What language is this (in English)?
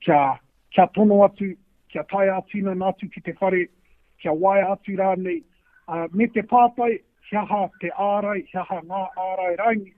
Māori